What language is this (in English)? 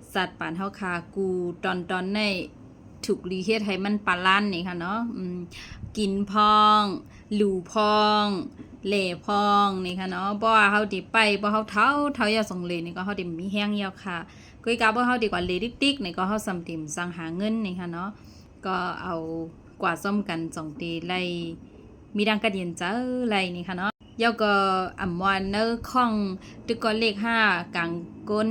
Shan